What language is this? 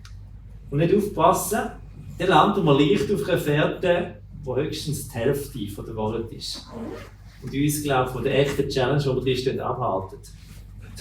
Swiss German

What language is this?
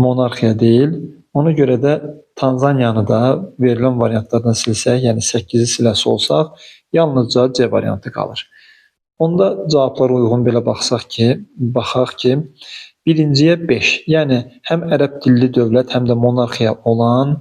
Azerbaijani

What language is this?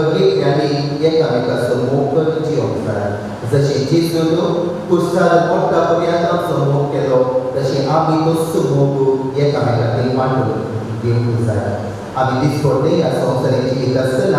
Konkani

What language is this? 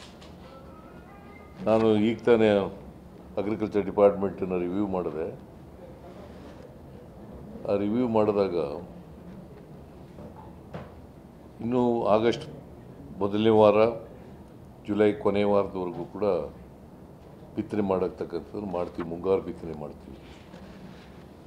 Kannada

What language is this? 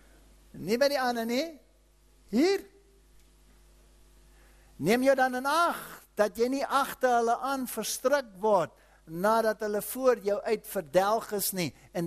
Afrikaans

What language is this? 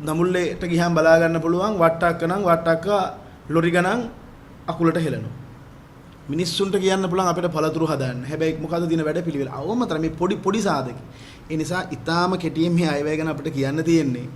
Sinhala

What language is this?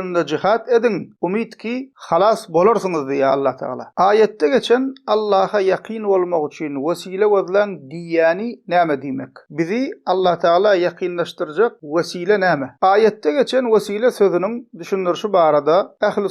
Turkmen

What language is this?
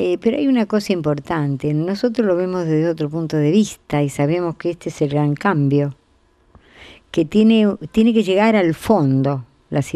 Spanish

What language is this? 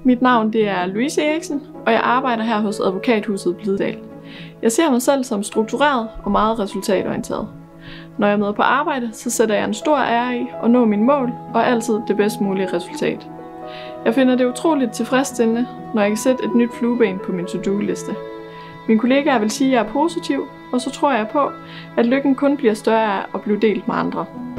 Danish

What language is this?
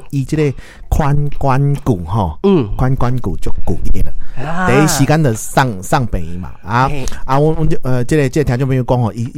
Min Nan Chinese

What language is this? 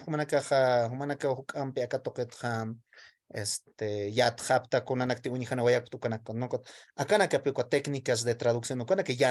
Aymara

